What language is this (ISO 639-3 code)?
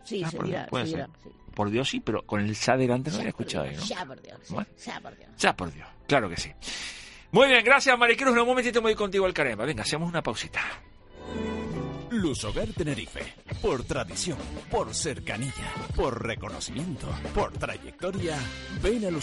spa